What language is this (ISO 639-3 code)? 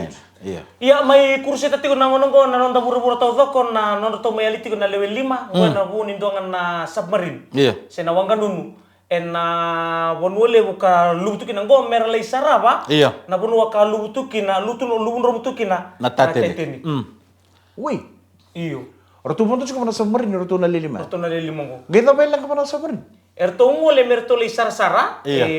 fij